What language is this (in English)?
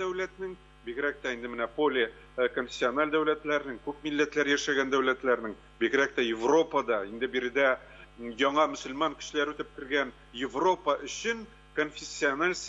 Tatar